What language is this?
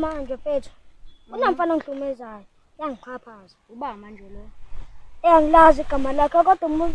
Zulu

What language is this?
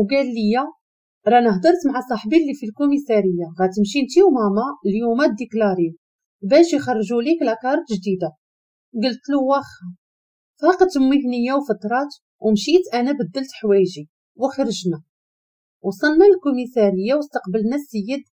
Moroccan Arabic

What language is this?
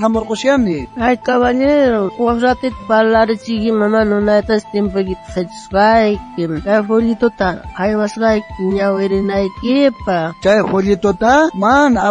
South Bolivian Quechua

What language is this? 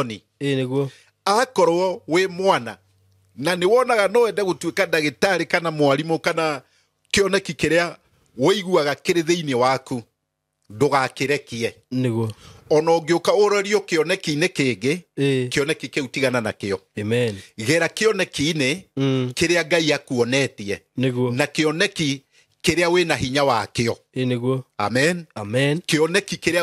Kikuyu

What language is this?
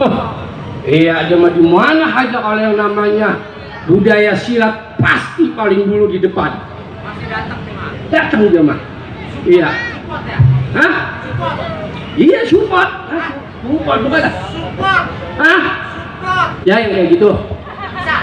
Betawi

